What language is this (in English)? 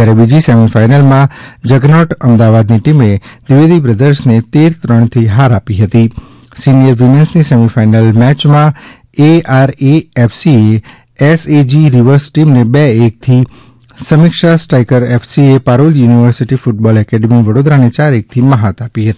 Gujarati